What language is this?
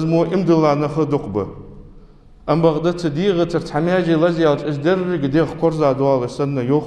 Ingush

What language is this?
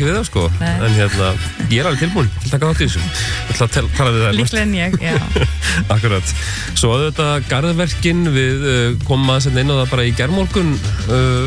Icelandic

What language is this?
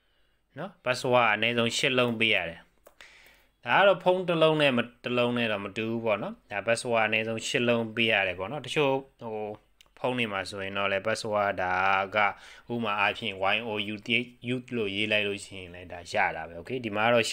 Burmese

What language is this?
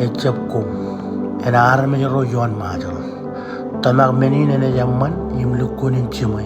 Marshallese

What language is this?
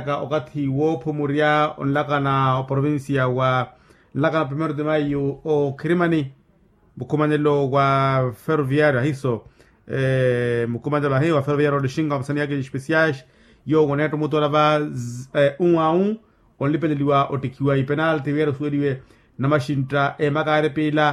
Makhuwa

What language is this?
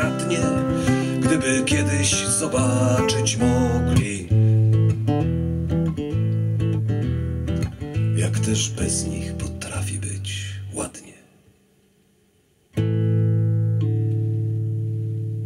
Polish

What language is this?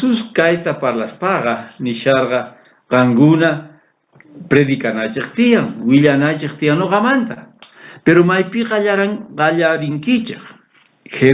South Bolivian Quechua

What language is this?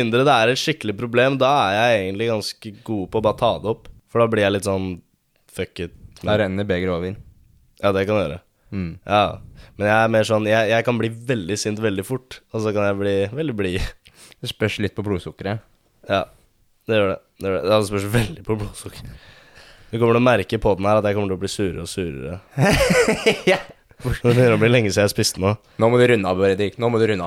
Norwegian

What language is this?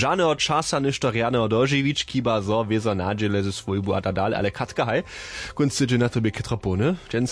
Upper Sorbian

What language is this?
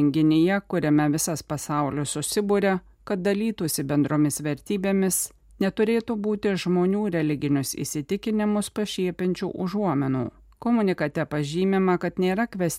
Lithuanian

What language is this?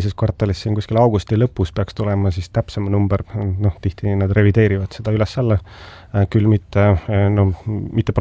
Estonian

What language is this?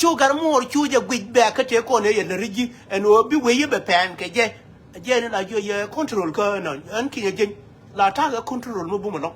Nuer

